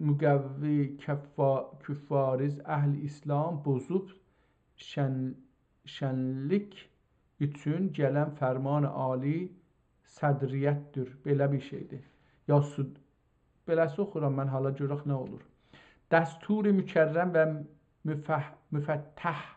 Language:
South Azerbaijani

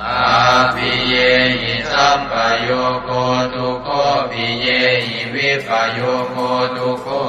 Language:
Pali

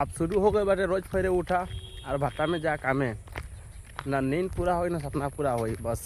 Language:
Bhojpuri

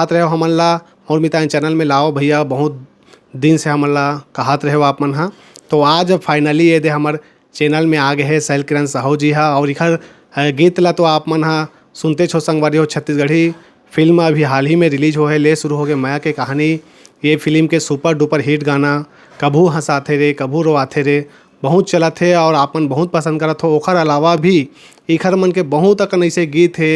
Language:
Chhattisgarhi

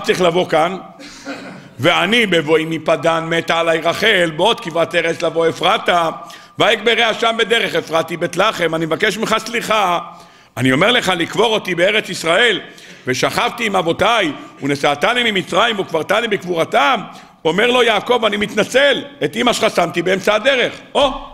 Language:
Hebrew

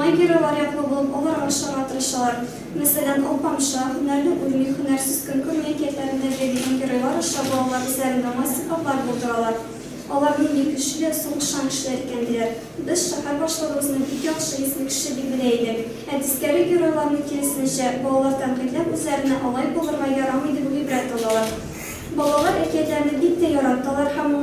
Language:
Tatar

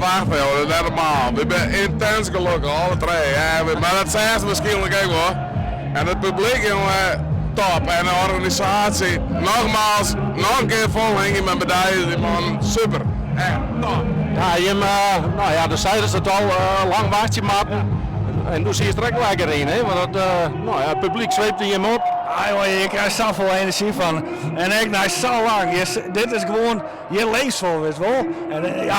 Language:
Western Frisian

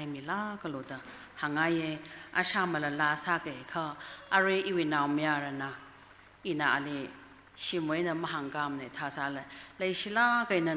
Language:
Tangkhul Naga (India)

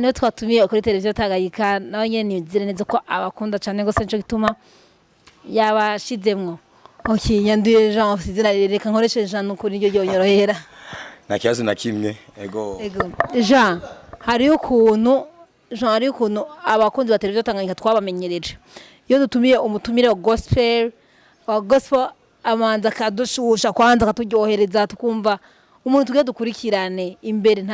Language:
Rundi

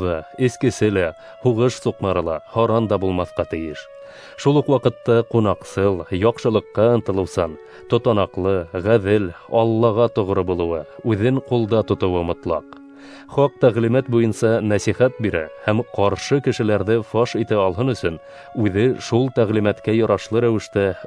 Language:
Bashkir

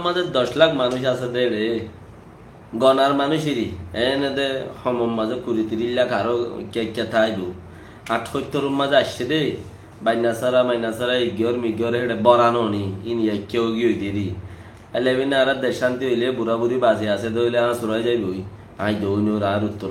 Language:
Rohingya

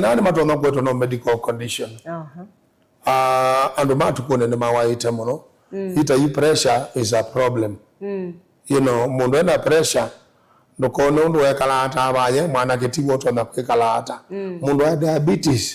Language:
Kamba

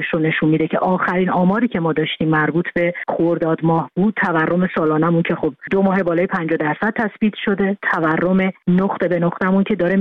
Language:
Persian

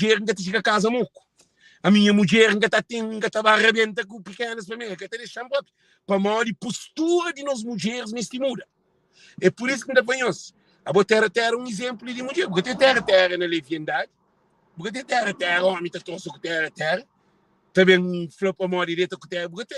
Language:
Kabuverdianu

